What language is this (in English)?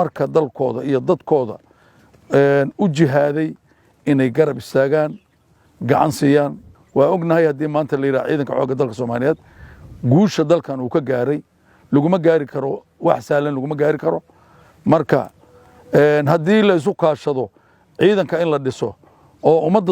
Somali